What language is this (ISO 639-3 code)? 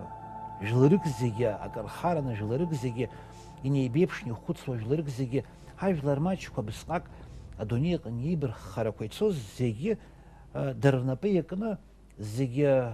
abk